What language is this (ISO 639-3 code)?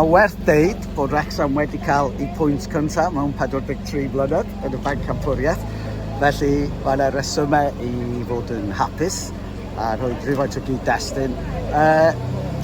cym